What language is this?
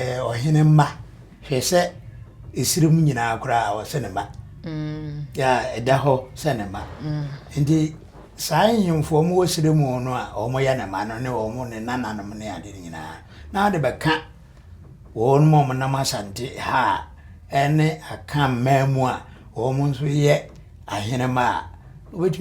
Akan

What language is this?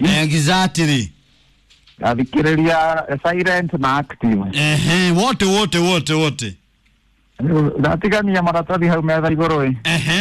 Kikuyu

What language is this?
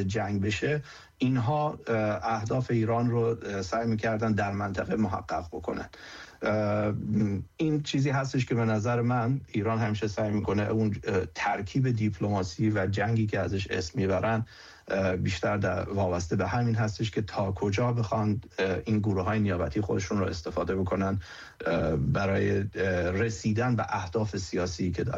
Persian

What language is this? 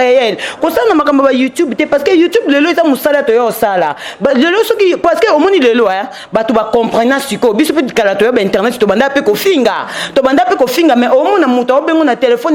Lingala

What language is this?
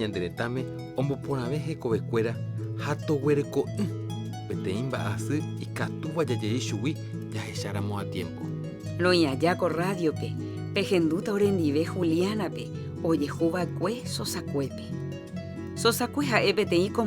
Guarani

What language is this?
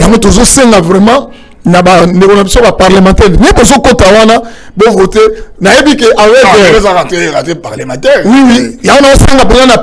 Lingala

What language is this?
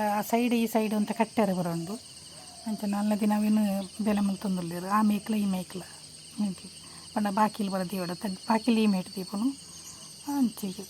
Tulu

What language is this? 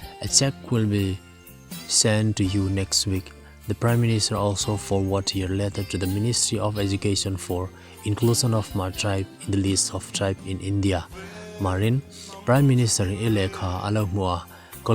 Hmar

